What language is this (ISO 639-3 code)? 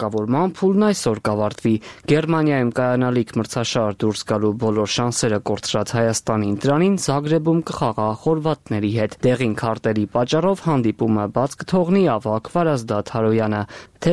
hye